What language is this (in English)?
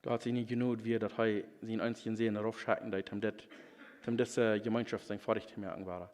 Plautdietsch